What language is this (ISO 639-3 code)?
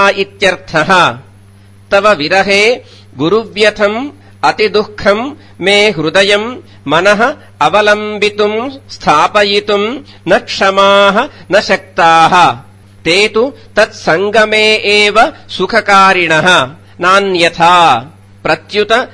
san